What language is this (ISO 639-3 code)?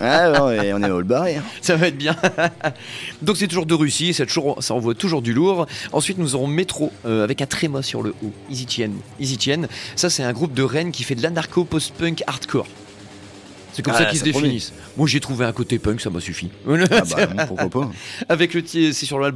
fra